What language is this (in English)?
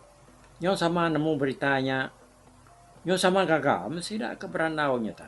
Iban